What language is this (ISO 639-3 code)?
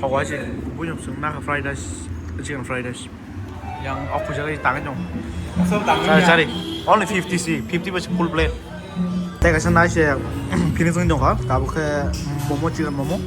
trp